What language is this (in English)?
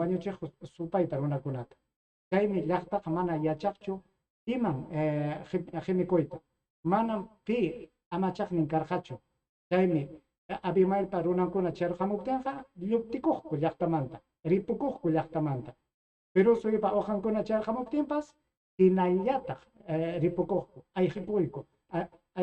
Ayacucho Quechua